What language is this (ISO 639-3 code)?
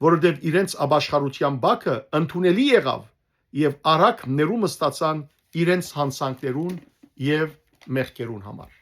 hyw